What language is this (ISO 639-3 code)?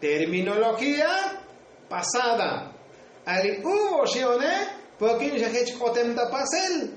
tzo